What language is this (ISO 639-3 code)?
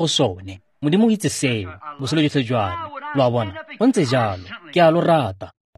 tsn